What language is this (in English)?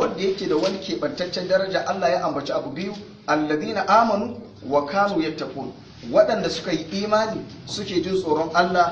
Hausa